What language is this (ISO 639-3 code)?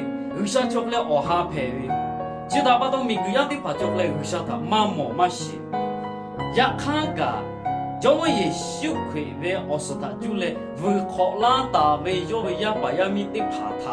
lhu